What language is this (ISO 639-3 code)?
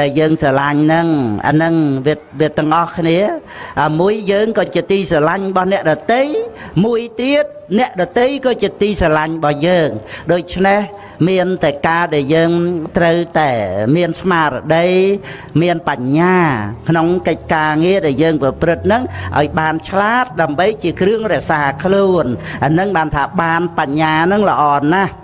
khm